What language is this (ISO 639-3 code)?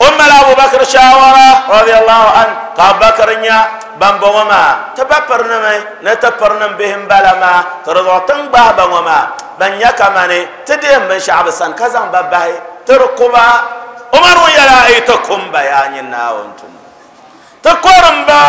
dag